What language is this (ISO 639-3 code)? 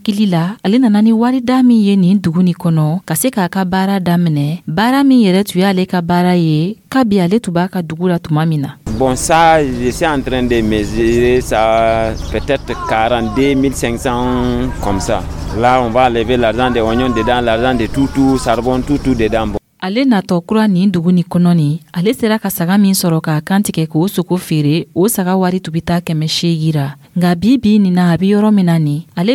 dyu